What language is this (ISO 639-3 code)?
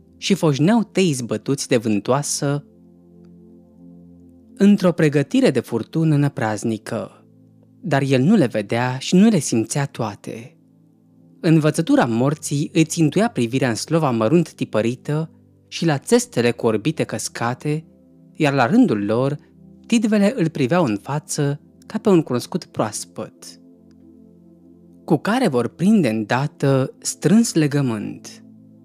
ron